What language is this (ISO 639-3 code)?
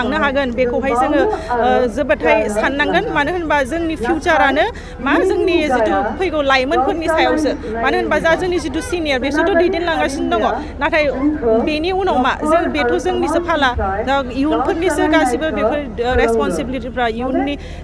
brx